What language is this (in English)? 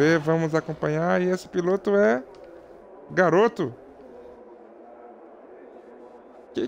Portuguese